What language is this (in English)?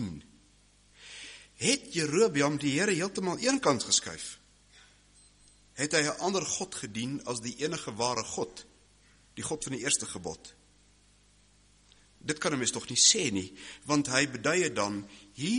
Afrikaans